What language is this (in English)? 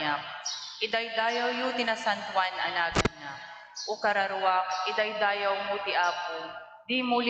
Iloko